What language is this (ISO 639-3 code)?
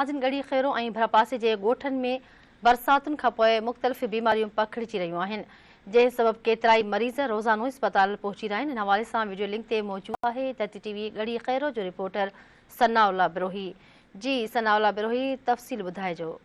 snd